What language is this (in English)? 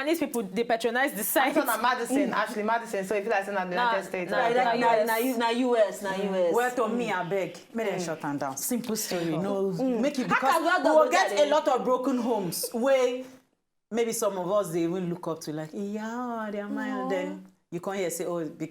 Nigerian Pidgin